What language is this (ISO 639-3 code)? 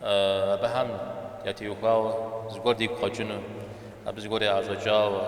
kbd